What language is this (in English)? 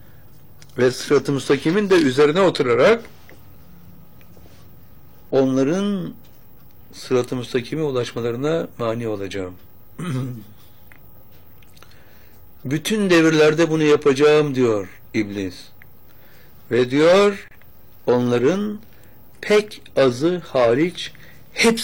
Turkish